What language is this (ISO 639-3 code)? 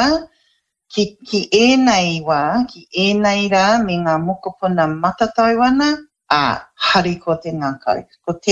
mri